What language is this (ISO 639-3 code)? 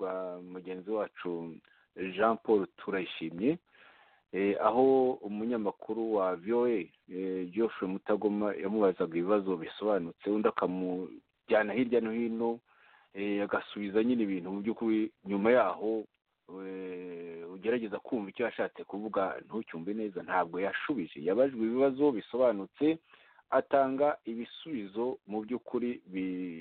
kin